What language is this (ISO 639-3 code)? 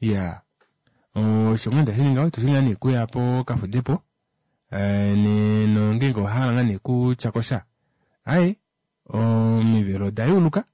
kua